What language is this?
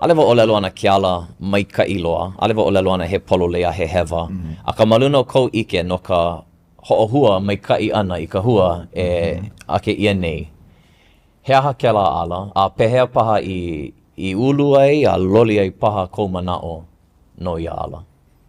Hawaiian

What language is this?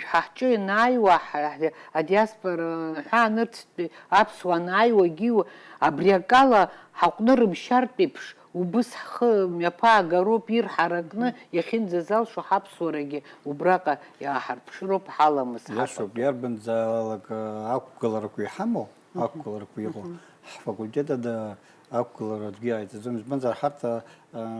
Abkhazian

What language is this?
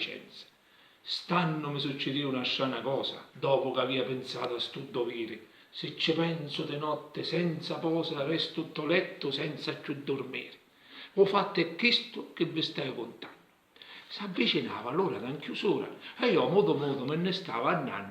Sicilian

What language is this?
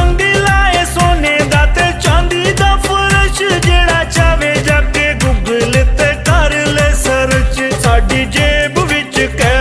Pahari-Potwari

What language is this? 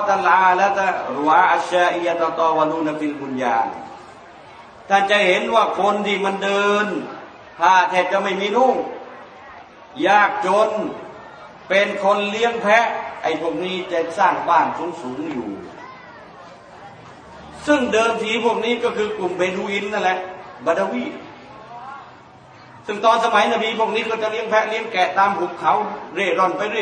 Thai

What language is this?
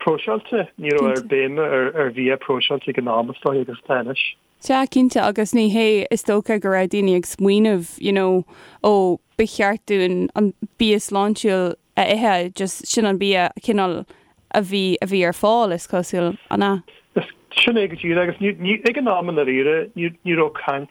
Irish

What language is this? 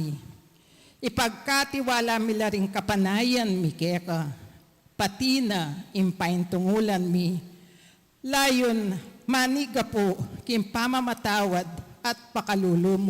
Pampanga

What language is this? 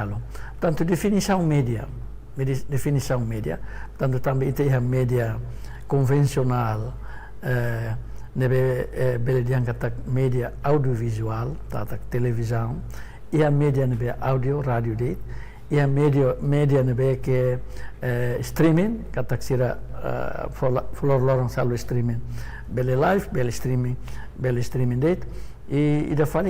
Tetum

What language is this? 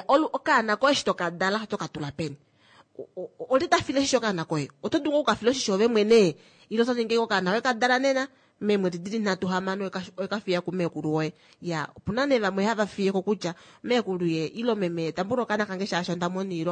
Kuanyama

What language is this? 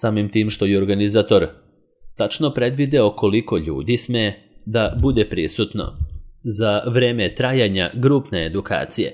Serbian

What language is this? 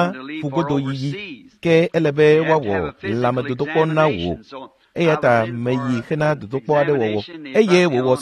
Ewe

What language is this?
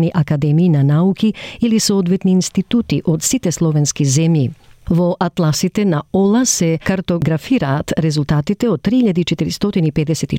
Macedonian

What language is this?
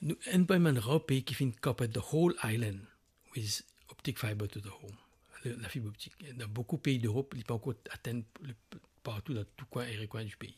Morisyen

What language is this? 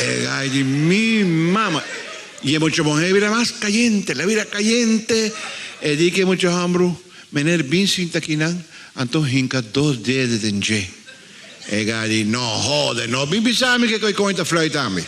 Papiamento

